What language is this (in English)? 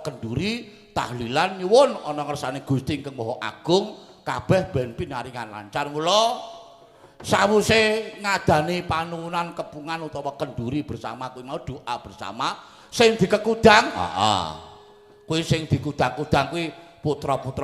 Javanese